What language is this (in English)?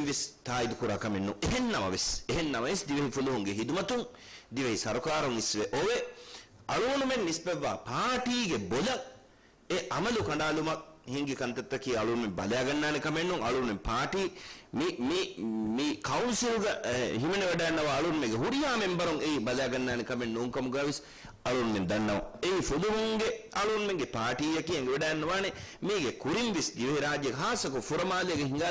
Divehi